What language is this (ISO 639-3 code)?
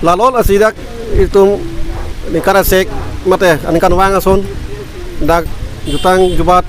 mjw